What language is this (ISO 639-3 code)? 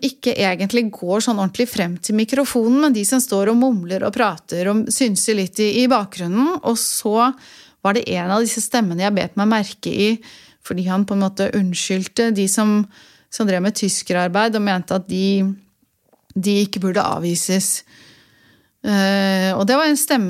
nor